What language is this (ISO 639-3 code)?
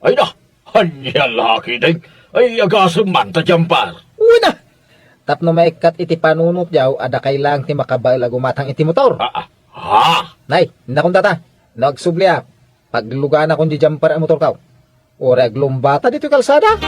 ilo